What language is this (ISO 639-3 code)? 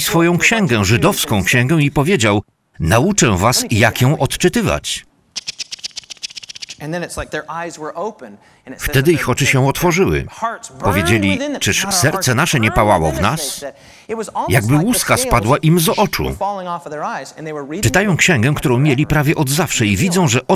pol